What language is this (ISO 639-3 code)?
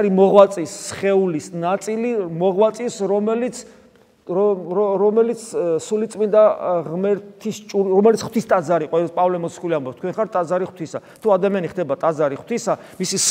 kat